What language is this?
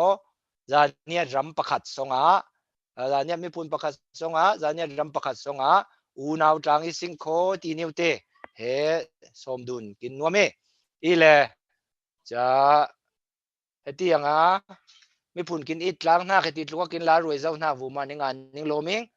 Falam Chin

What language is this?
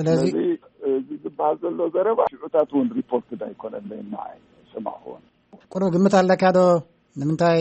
Tigrinya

